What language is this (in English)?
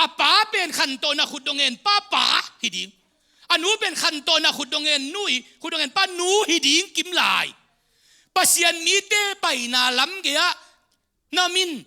Tedim Chin